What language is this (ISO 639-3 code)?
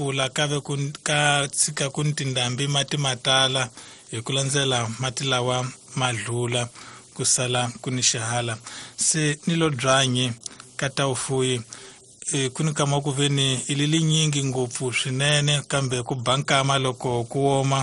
tso